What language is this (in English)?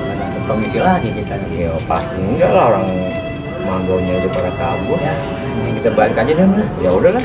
Betawi